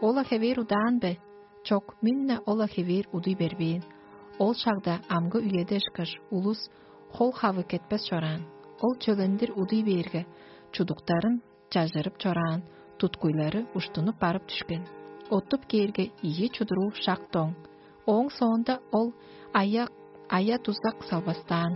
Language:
Tuvinian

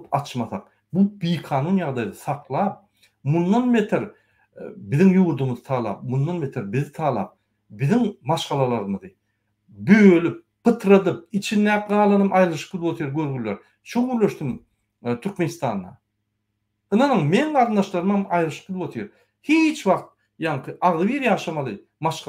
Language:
Turkmen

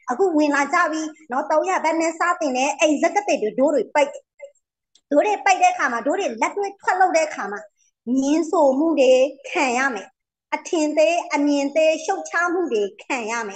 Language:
Burmese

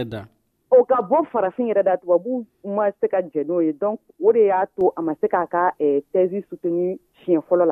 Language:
Dyula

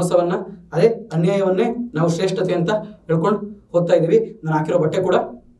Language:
Kannada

